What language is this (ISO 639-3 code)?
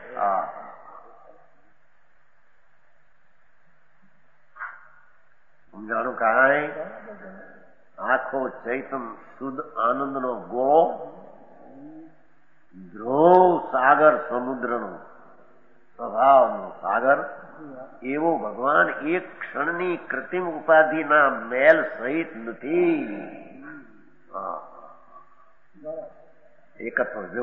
guj